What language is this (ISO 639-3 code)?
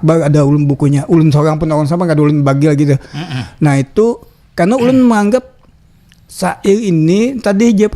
bjn